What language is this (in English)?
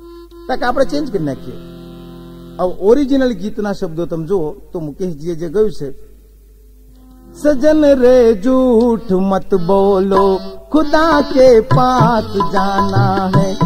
Gujarati